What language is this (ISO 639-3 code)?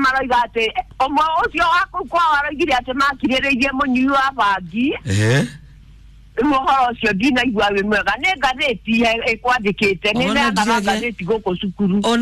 kik